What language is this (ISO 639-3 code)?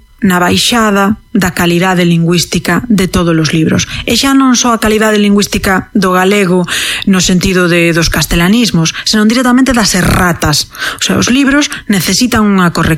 glg